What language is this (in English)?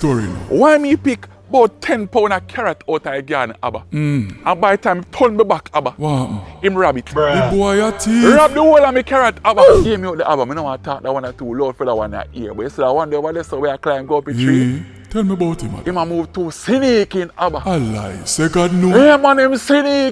Jamaican Creole English